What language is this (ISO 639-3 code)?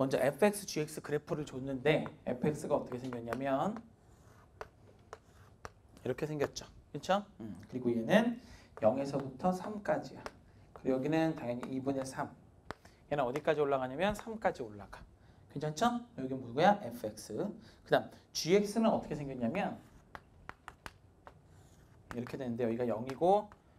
kor